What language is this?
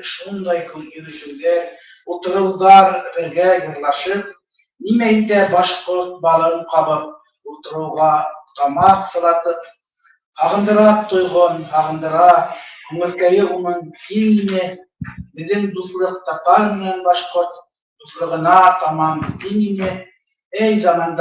Bashkir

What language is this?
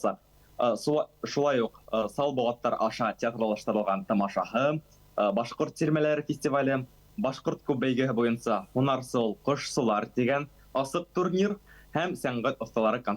Bashkir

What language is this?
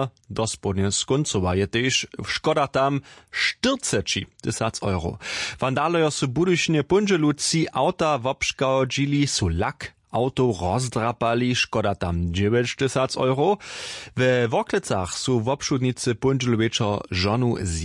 Upper Sorbian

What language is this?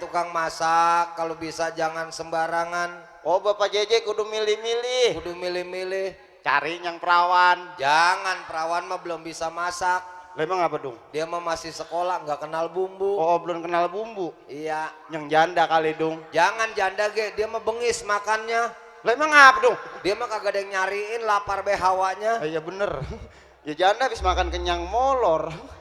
Betawi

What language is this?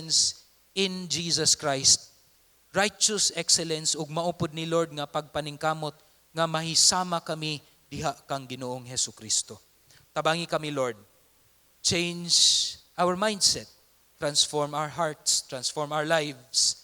Cebuano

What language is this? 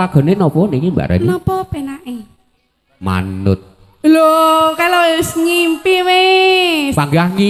Javanese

